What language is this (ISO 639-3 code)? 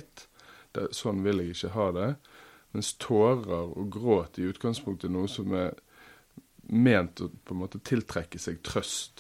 nor